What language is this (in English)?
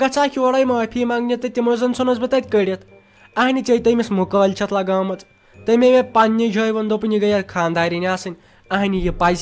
Kashmiri